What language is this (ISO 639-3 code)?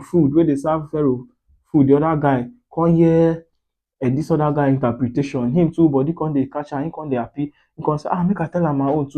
pcm